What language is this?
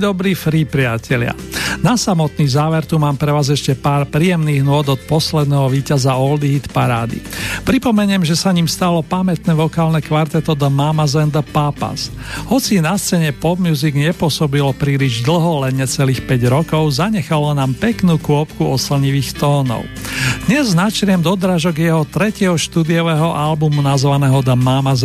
Slovak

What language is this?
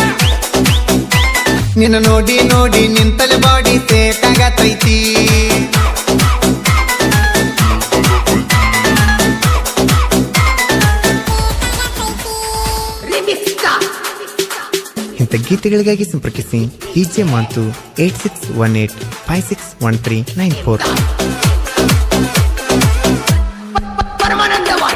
Kannada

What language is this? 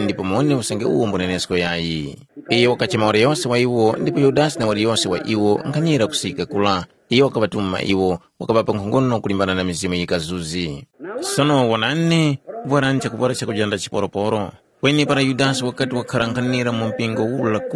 Tumbuka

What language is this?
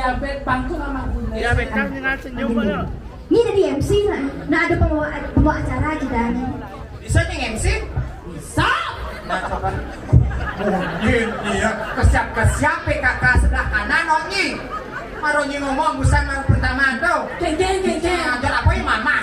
Balinese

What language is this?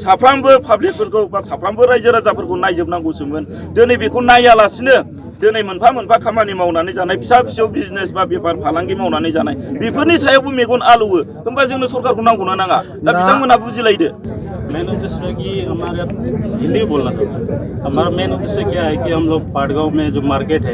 Bodo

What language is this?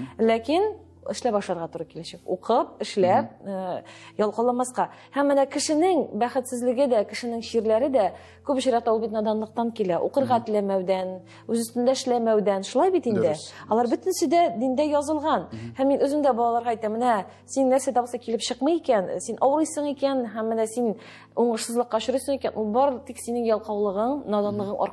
Tatar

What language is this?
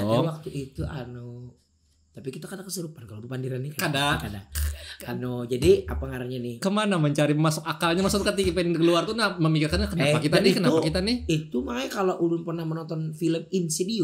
Banjar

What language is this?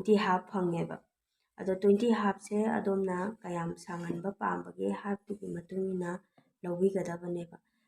Manipuri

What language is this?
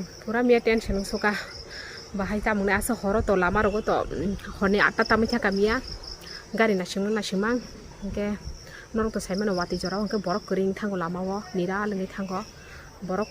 Kok Borok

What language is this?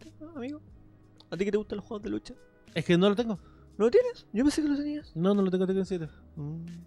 Spanish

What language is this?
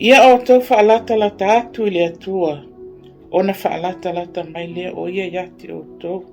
Samoan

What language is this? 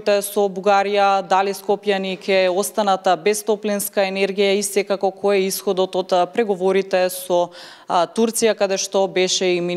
Macedonian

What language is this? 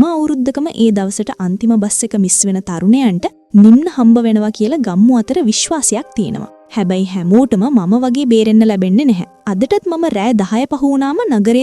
Sinhala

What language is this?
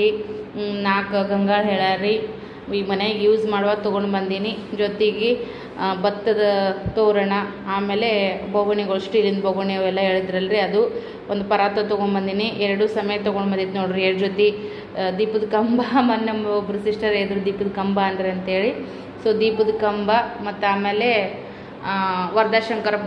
Kannada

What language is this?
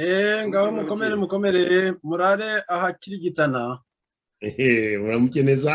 Kinyarwanda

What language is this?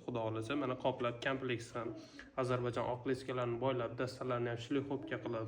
Uzbek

